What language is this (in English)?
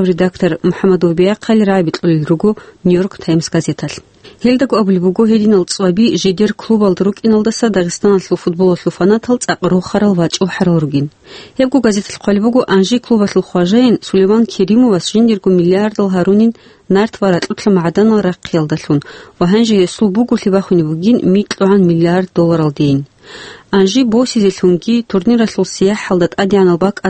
Avaric